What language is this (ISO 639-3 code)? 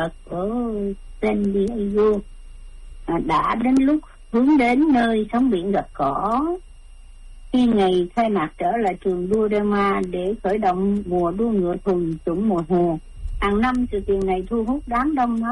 vie